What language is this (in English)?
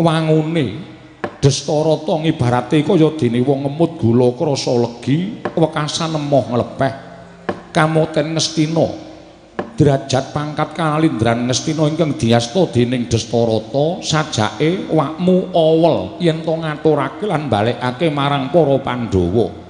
Javanese